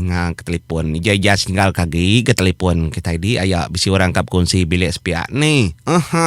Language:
Iban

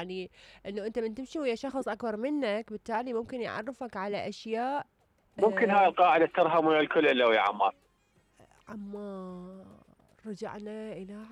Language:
Mesopotamian Arabic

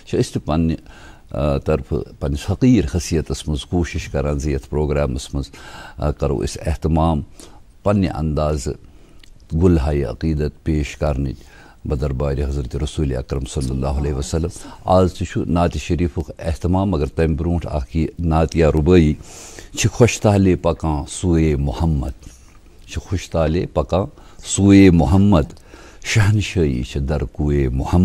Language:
Kashmiri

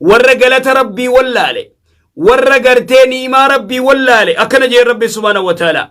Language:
Oromo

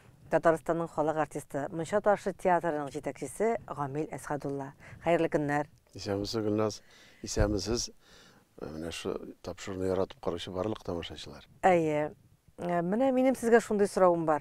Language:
Tatar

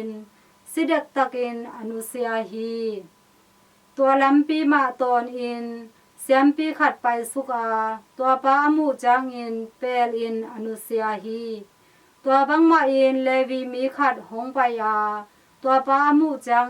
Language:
Tedim Chin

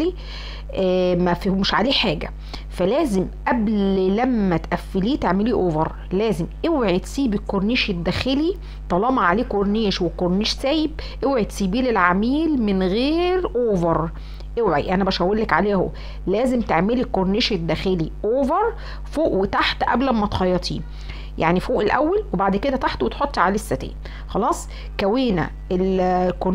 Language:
Egyptian Arabic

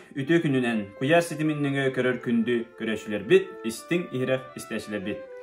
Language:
Yakut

